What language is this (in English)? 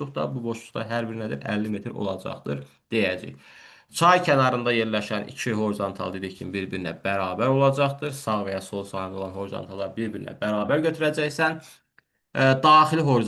Azerbaijani